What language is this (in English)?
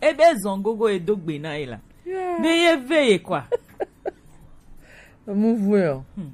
Gen